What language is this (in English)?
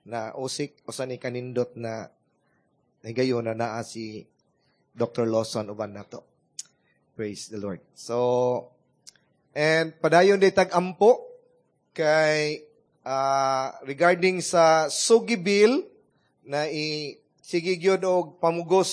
Cebuano